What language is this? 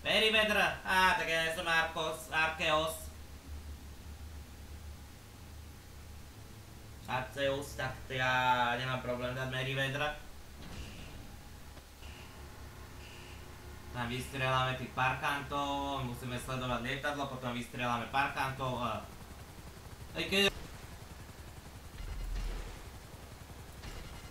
Slovak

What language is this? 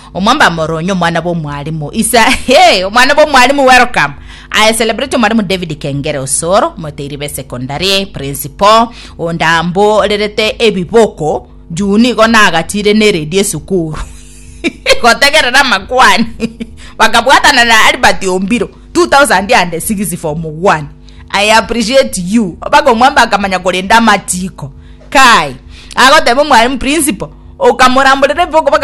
Gusii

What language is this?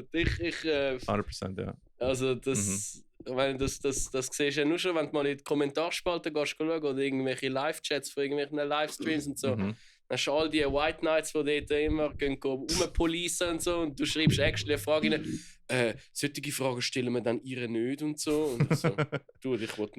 Swiss German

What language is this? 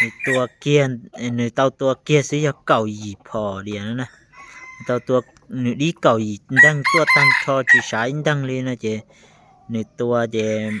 Hmong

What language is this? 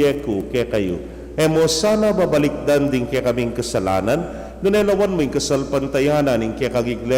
Pampanga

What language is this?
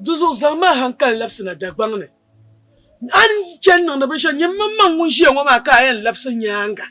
Dagbani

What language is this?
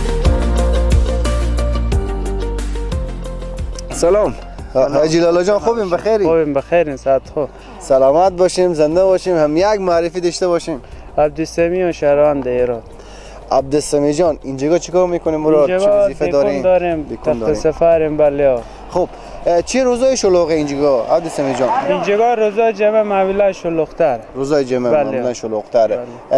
Persian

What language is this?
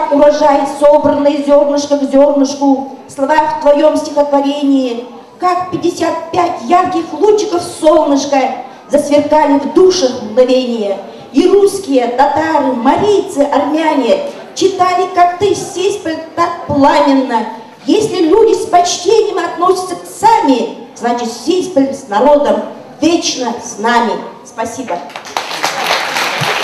Russian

